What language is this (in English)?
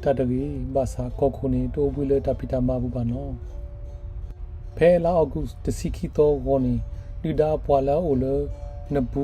S'gaw Karen